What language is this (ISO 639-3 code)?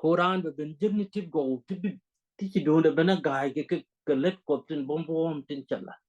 nus